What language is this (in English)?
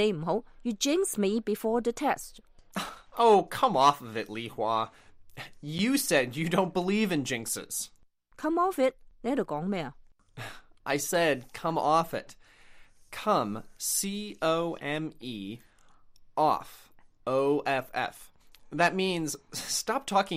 Cantonese